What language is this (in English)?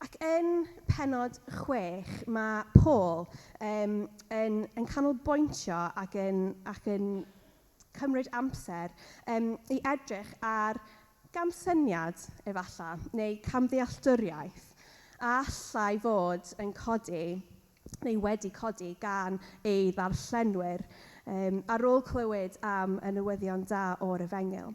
Welsh